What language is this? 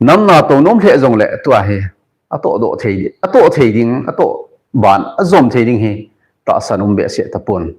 Thado Chin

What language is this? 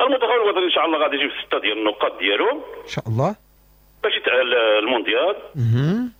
Moroccan Arabic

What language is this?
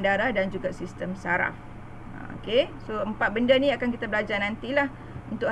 Malay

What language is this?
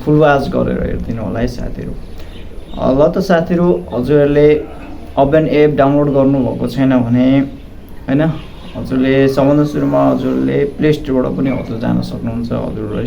Nepali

